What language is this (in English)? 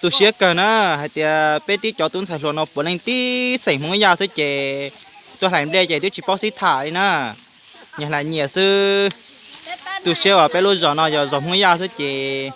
Hmong